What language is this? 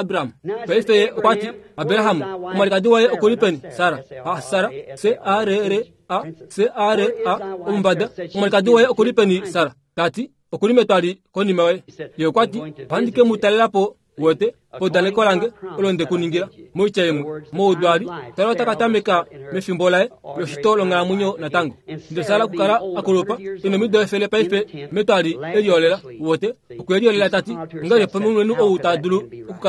Kuanyama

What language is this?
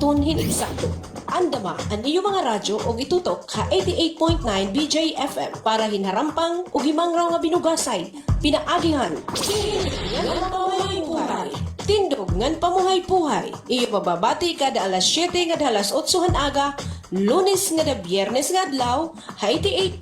Waray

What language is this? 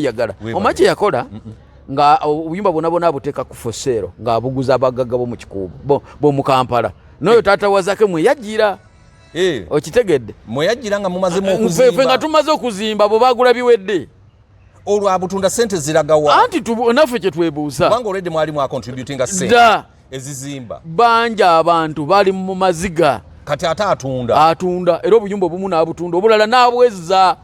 Ganda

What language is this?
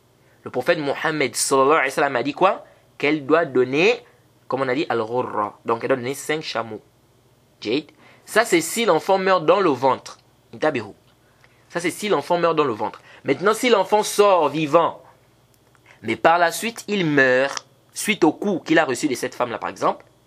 French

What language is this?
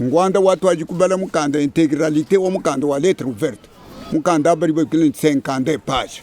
Luba-Lulua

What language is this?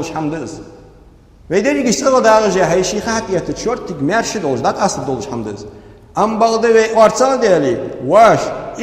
Ingush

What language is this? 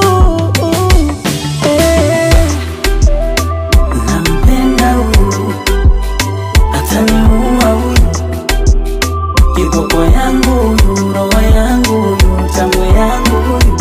Swahili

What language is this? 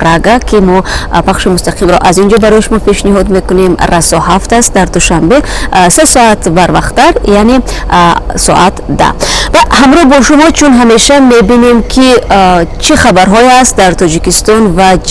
Tajik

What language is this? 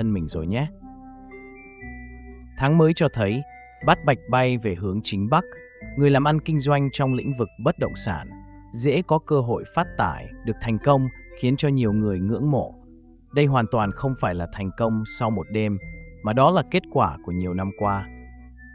Vietnamese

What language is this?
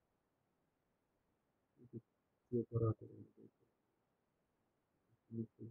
Ukrainian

